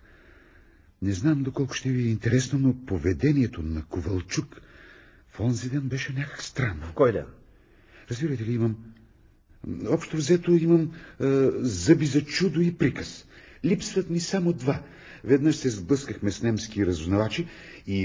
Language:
Bulgarian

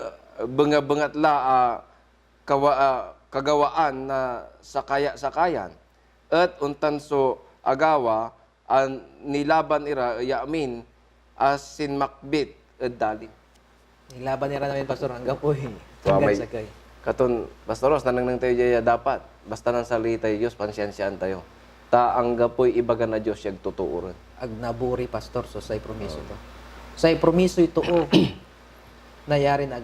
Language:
Pangasinan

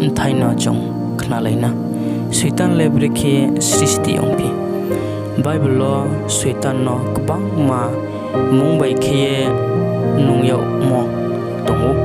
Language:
Riang (India)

